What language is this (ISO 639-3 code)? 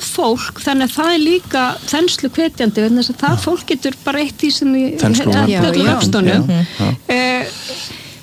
isl